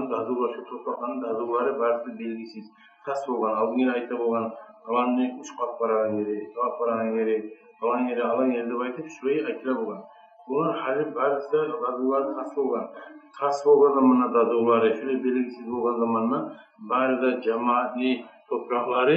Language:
Kumyk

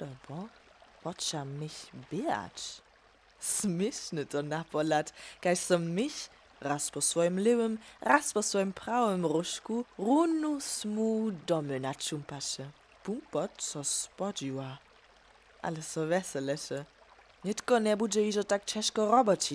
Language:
Upper Sorbian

